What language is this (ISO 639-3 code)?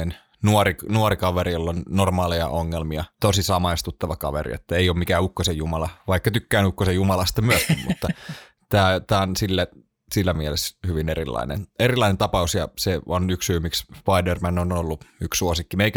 fin